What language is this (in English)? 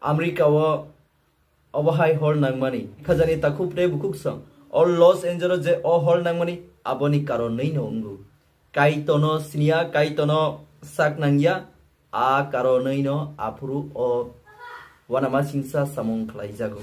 Kok Borok